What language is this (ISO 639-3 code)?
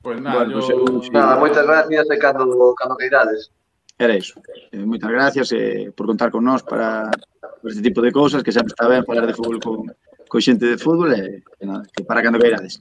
glg